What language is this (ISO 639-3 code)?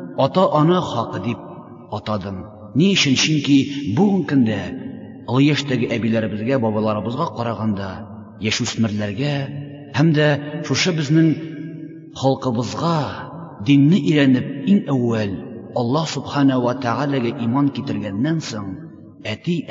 tat